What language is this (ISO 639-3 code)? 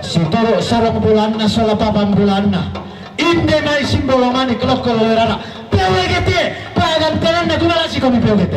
sda